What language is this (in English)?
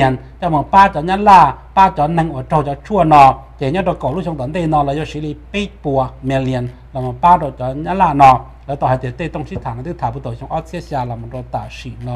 Hmong